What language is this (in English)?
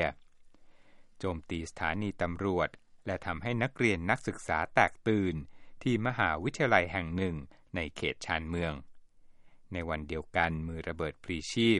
Thai